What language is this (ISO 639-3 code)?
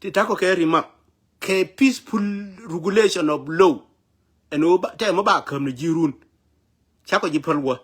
nus